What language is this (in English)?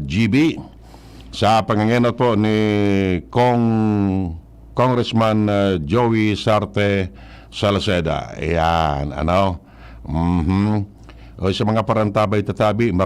Bikol